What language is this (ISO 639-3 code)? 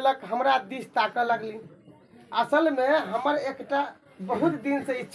mai